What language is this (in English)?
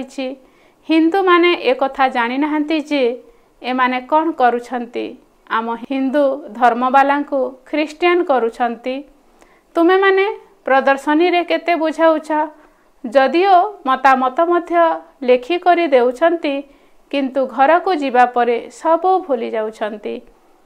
Odia